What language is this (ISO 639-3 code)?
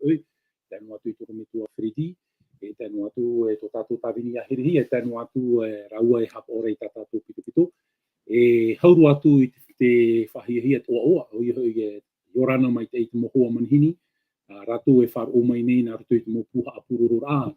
tah